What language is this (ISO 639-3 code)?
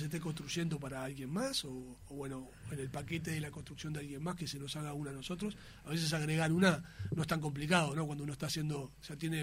spa